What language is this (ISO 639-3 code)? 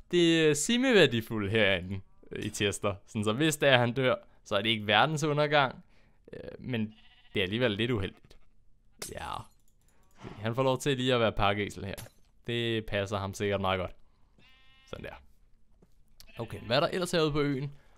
dan